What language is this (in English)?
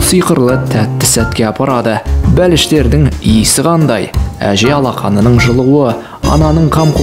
Kazakh